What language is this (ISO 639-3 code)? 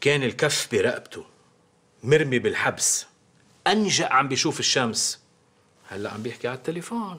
apc